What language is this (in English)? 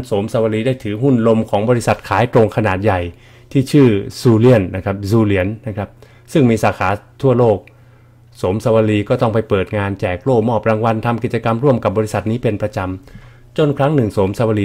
Thai